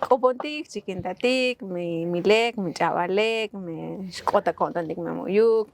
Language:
Tzotzil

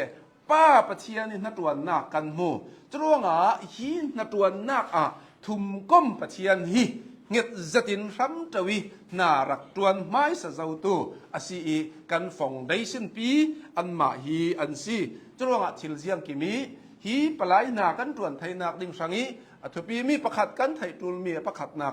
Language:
Hakha Chin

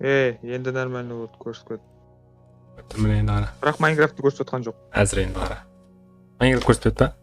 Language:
Kara-Kalpak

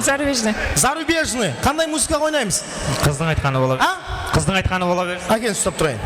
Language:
Kara-Kalpak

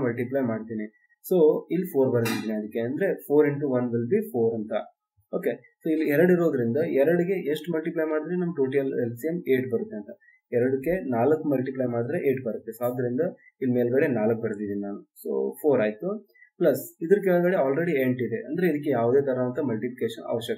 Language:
Kannada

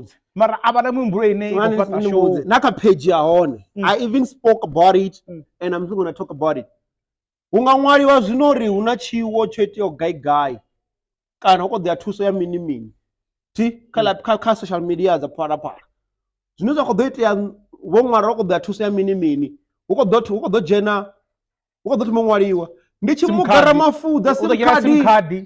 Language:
Venda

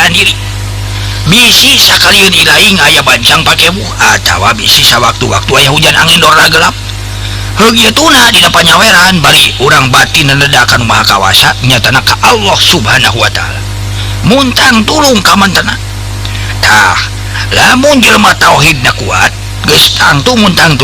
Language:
Sundanese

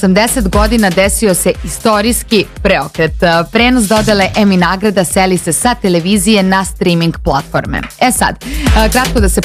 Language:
Serbian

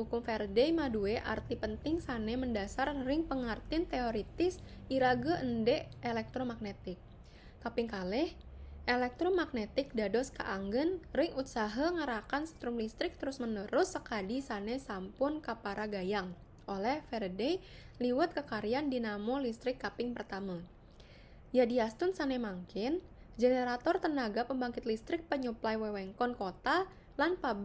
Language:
Balinese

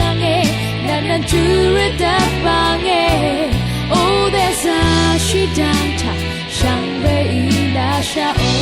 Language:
Rawang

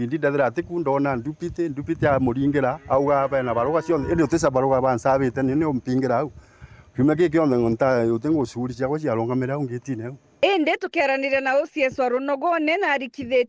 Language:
Meru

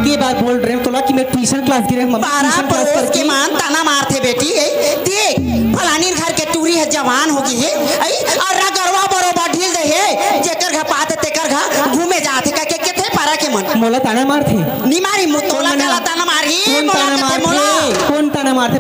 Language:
Chhattisgarhi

